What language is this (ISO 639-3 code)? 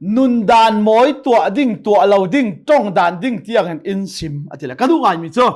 cnh